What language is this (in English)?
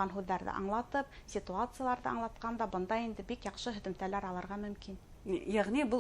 Bashkir